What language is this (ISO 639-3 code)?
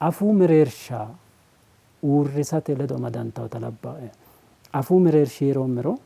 sid